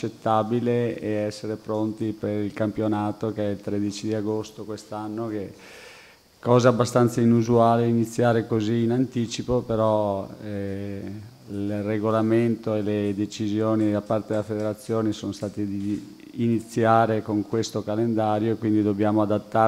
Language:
Italian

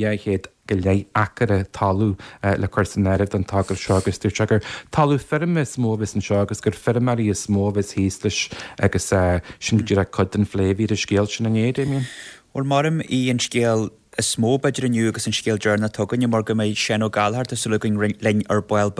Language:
Irish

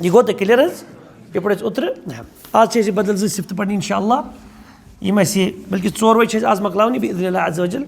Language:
Kashmiri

